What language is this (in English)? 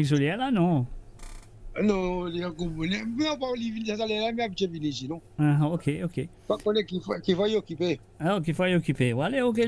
Morisyen